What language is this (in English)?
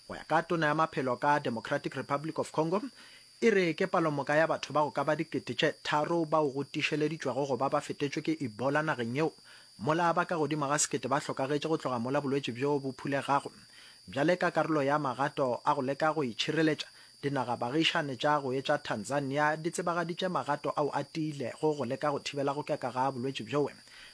Northern Sotho